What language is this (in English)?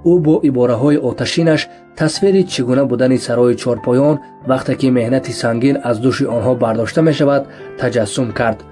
Tajik